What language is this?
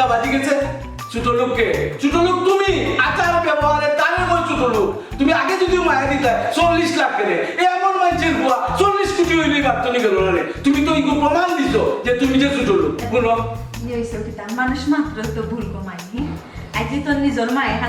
Sylheti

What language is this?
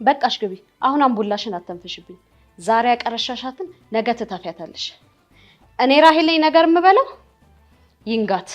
Amharic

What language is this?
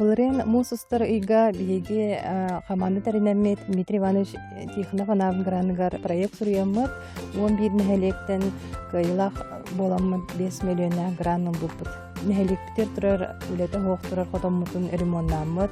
Yakut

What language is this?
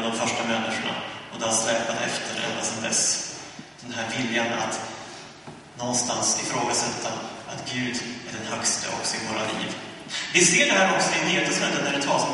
Swedish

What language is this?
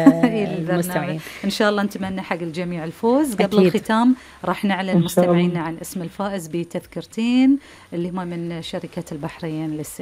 Gulf Arabic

